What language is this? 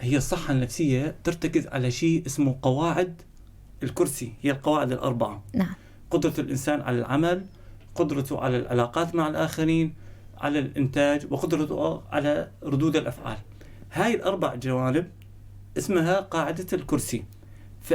North Levantine Arabic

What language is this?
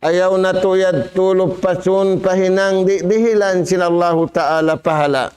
Tausug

